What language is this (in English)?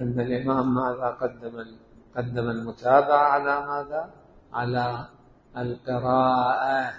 Mesopotamian Arabic